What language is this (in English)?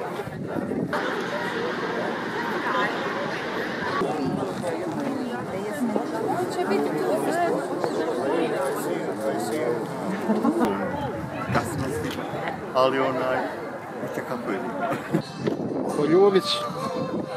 Bosnian